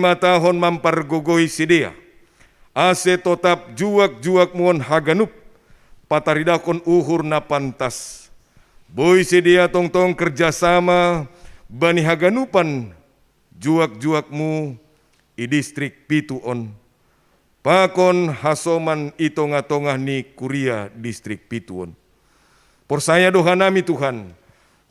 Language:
Batak Simalungun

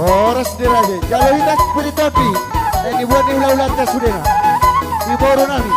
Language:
Batak Toba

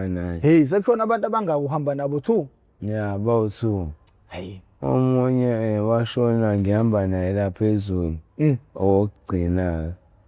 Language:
Zulu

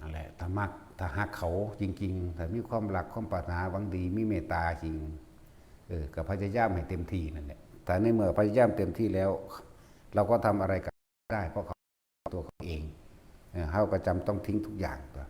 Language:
Northeastern Thai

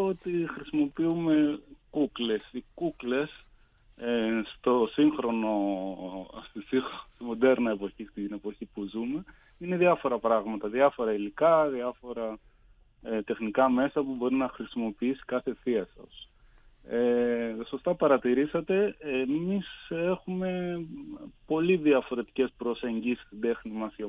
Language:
Greek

